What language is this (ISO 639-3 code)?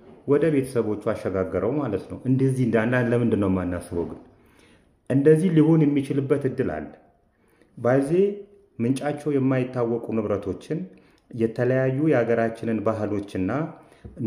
amh